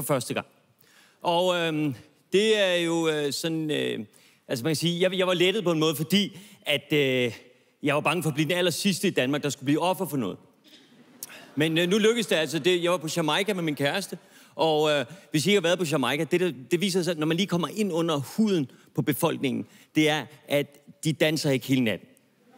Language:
Danish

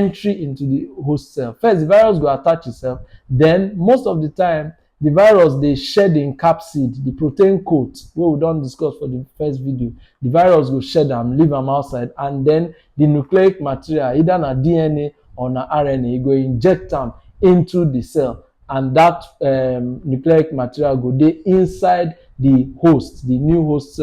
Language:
Nigerian Pidgin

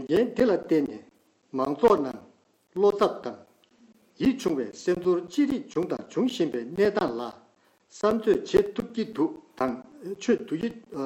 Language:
Tibetan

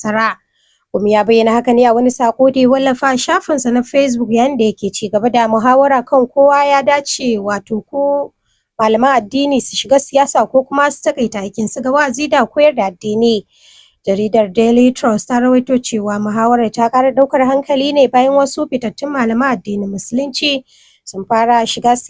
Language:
Hausa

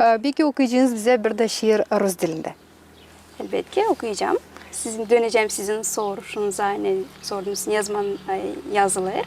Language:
Gagauz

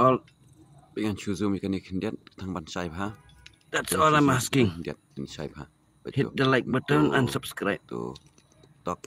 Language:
Khasi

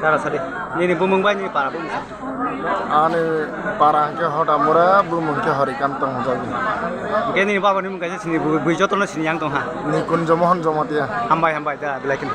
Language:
Kok Borok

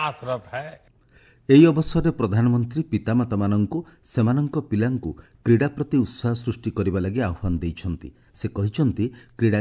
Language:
Odia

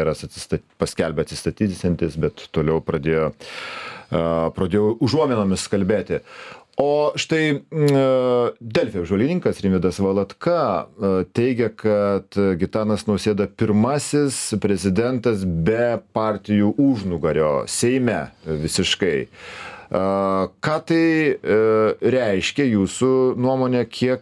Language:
Lithuanian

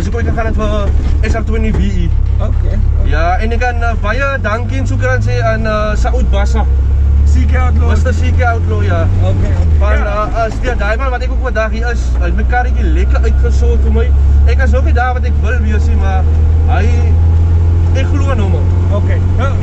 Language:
Afrikaans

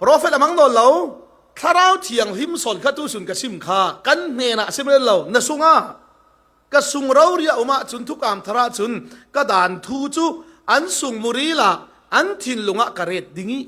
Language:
Falam Chin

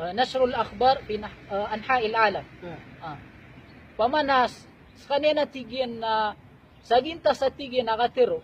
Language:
Maranao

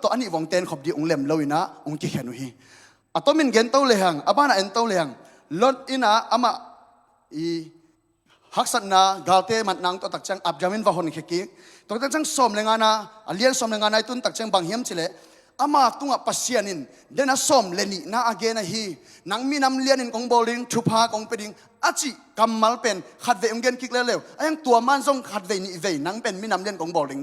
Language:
Tedim Chin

